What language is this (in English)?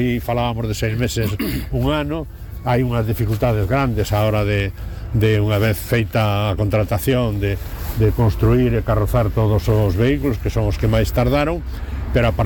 Galician